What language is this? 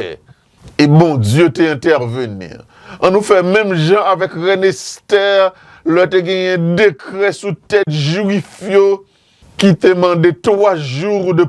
Haitian Creole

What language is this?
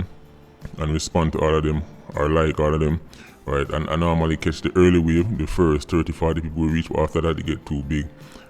Jamaican Creole English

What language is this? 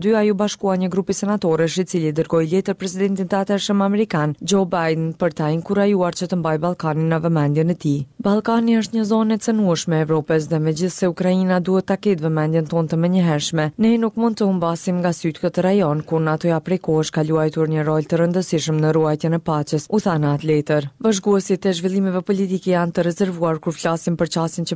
Albanian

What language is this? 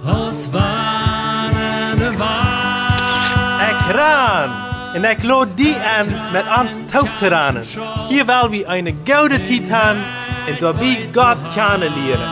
Plautdietsch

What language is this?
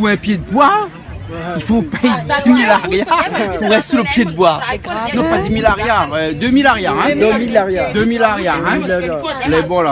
Réunion Creole French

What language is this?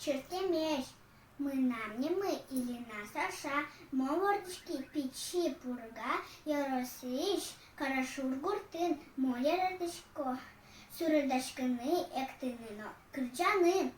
Udmurt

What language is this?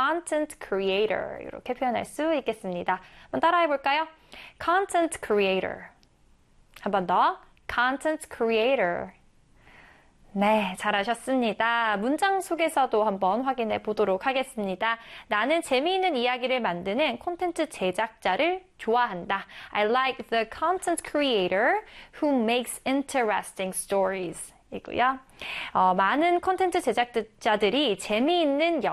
Korean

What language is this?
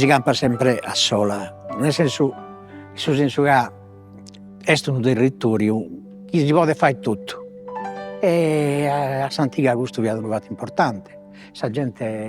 Sardinian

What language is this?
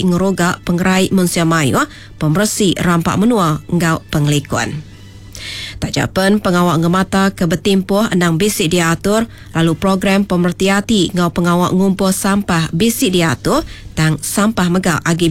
Iban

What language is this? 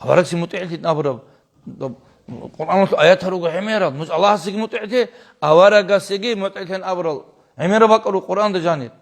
Avaric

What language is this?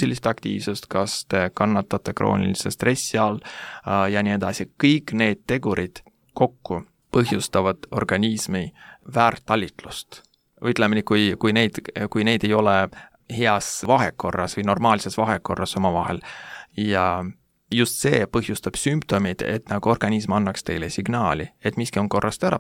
Estonian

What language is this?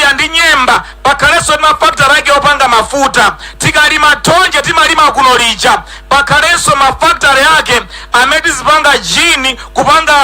Nyanja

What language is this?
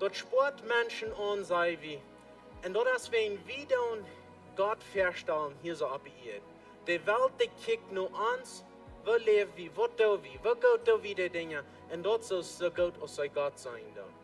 Plautdietsch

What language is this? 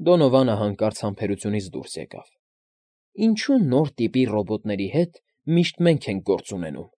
Armenian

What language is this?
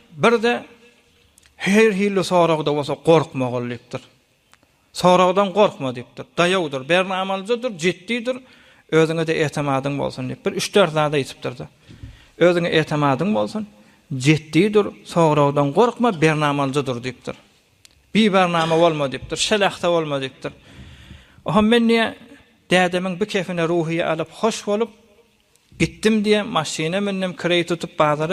Turkmen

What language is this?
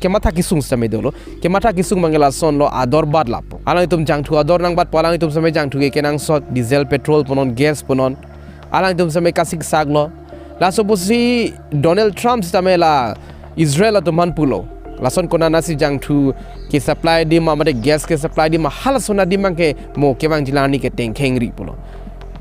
Karbi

